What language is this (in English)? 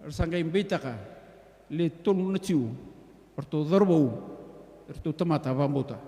Fijian